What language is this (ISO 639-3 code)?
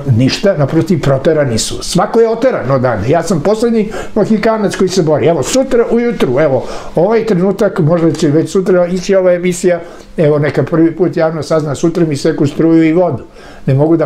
srp